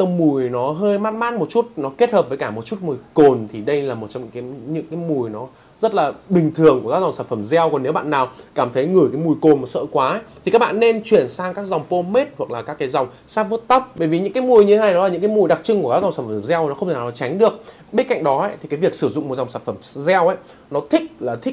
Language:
Vietnamese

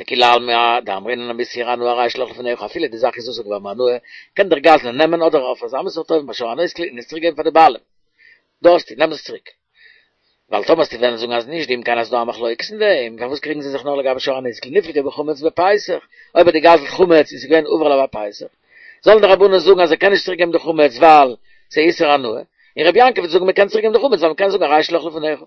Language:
Yiddish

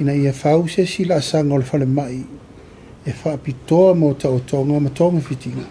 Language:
Samoan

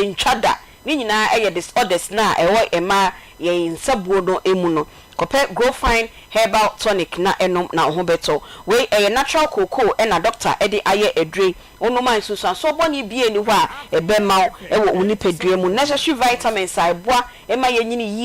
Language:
Akan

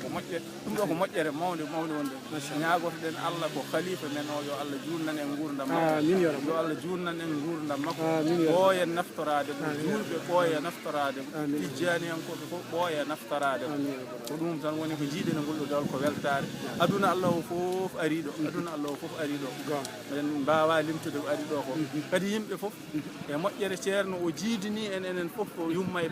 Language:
Fula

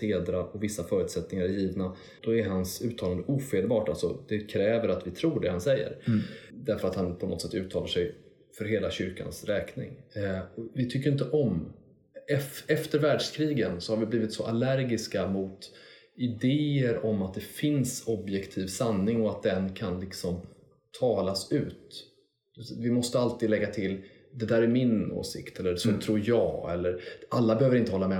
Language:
Swedish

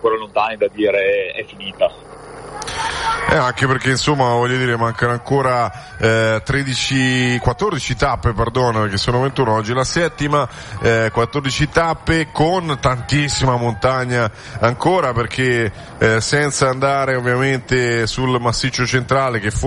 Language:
Italian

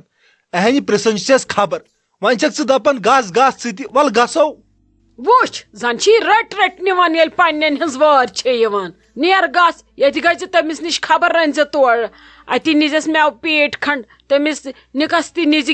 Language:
Kashmiri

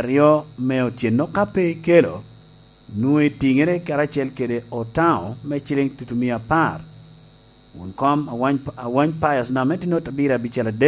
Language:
Lango (Uganda)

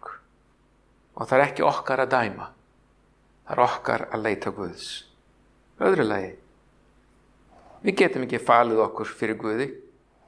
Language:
Icelandic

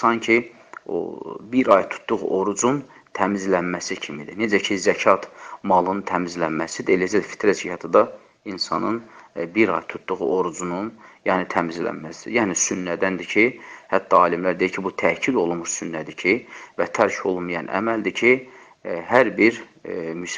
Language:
Azerbaijani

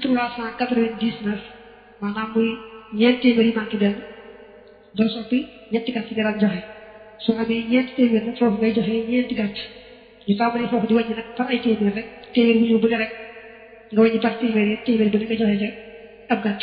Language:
Wolof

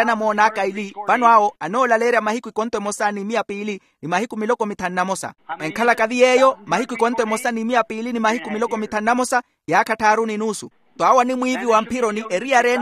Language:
Makhuwa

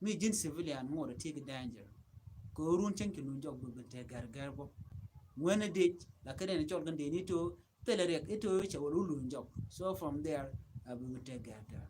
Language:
Nuer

